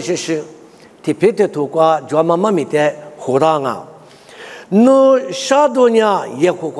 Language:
Lisu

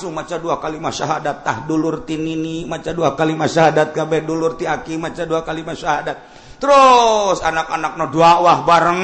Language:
Sundanese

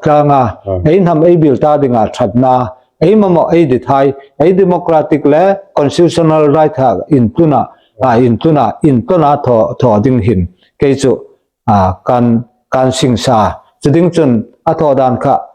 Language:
Hmar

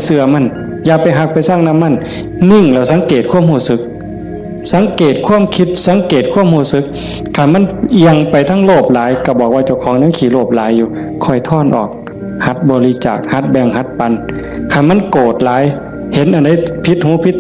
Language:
Northeastern Thai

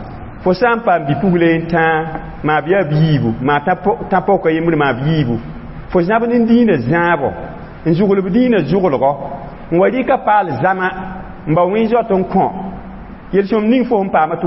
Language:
Mossi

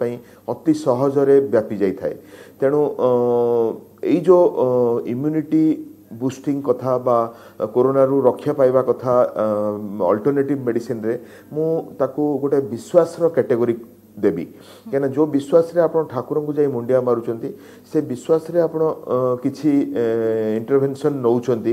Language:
Odia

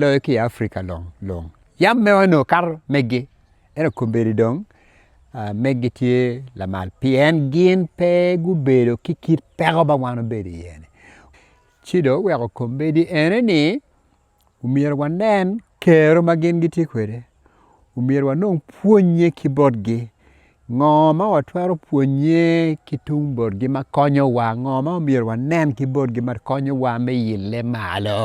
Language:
Acoli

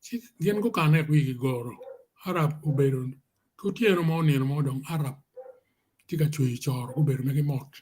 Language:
Acoli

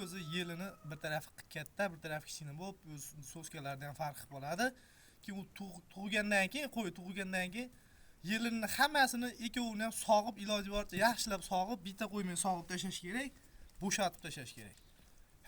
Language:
Uzbek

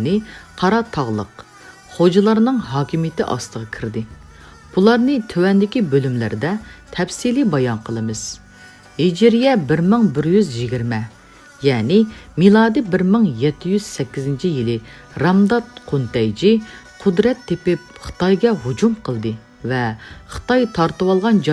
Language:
Uyghur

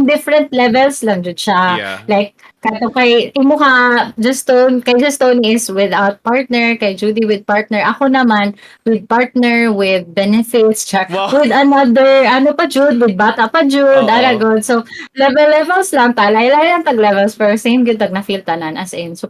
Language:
Cebuano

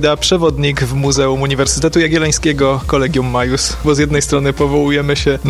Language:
Polish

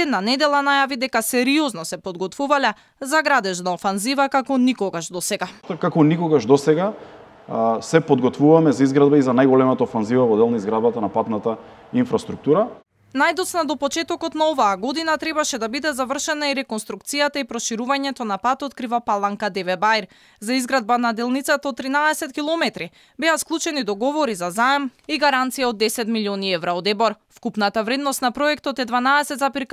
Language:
Macedonian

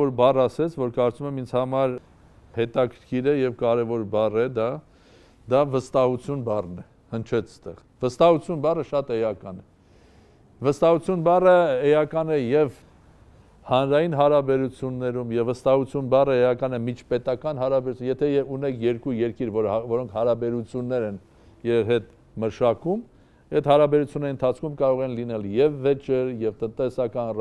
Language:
Armenian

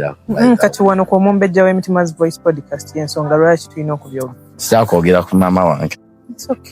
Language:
Ganda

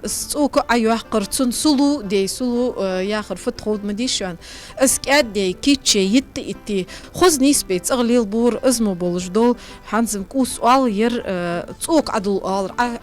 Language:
Ingush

